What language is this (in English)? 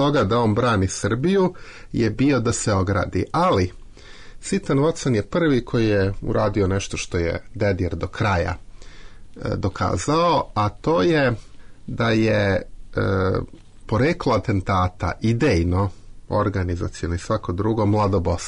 Serbian